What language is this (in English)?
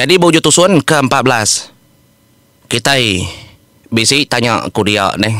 Iban